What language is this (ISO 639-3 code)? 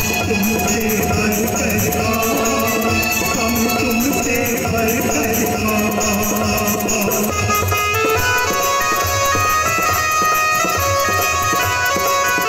hin